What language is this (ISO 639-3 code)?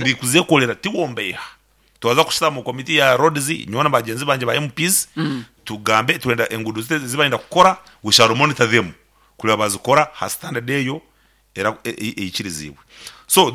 nyn